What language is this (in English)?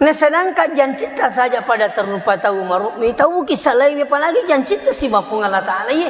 Buginese